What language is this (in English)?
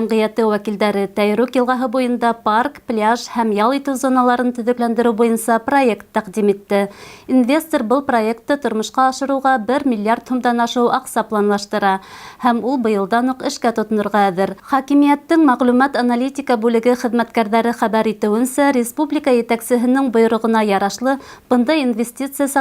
Bashkir